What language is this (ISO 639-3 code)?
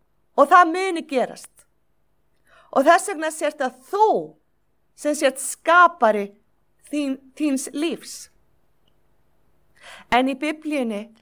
isl